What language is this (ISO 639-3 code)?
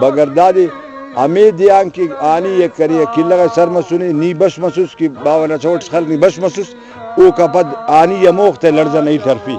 brh